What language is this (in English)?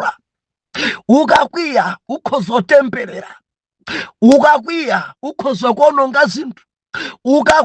Nyanja